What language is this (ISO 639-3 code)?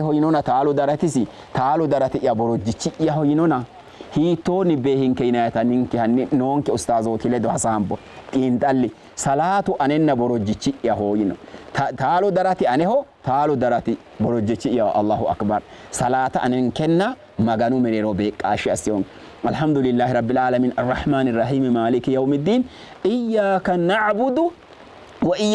sid